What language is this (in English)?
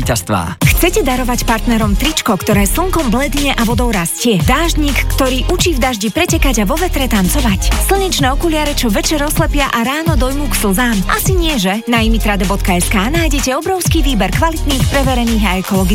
Slovak